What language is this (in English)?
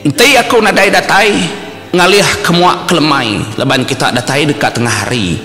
Iban